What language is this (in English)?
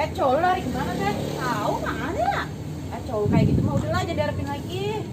Betawi